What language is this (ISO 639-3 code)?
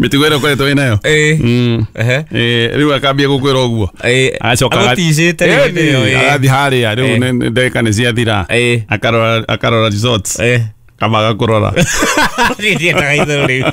kik